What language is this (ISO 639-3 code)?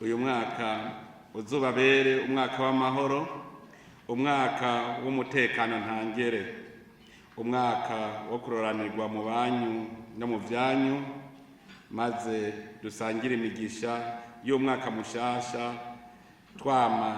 run